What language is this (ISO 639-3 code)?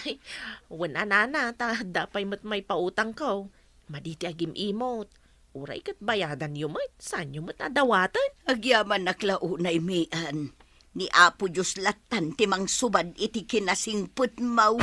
ilo